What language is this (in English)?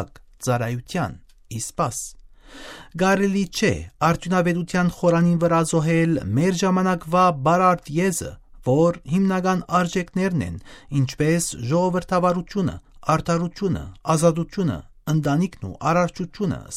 Western Armenian